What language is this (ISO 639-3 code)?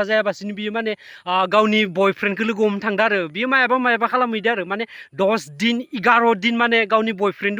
brx